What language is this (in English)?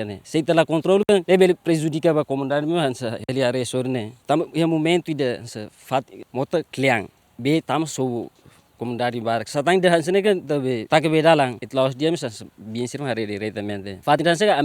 Tetum